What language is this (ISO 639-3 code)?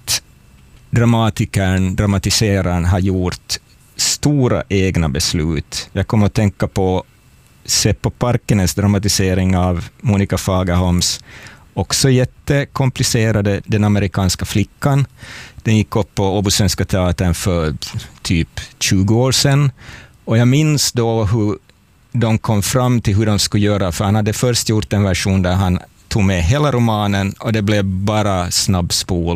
swe